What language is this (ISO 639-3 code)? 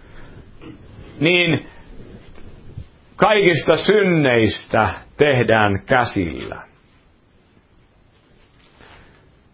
fin